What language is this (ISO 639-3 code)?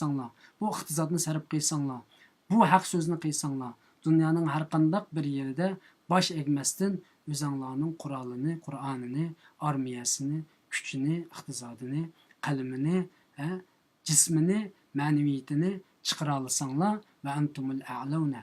uig